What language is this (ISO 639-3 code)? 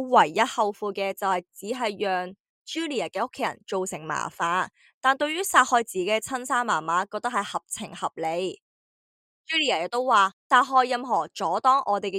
yue